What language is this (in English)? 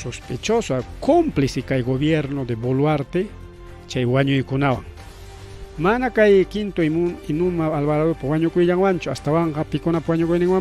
Ayacucho Quechua